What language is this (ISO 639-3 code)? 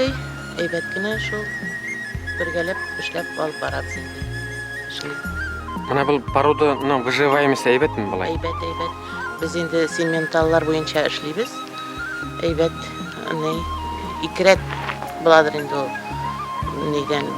bak